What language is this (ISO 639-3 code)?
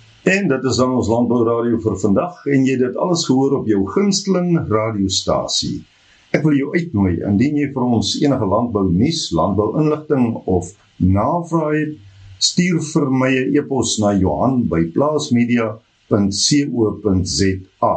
afr